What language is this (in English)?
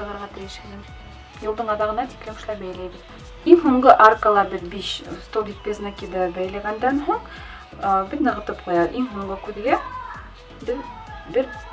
Bashkir